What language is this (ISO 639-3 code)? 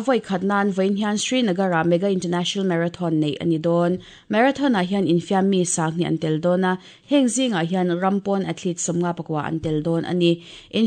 lus